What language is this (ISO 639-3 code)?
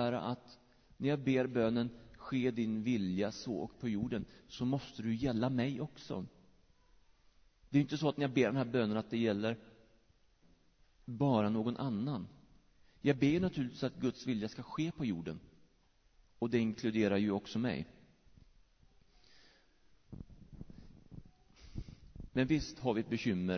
swe